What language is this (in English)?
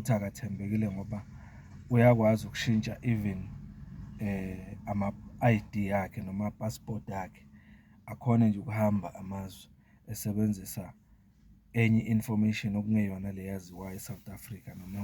Zulu